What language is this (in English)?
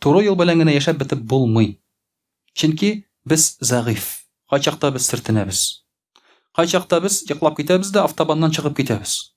Tatar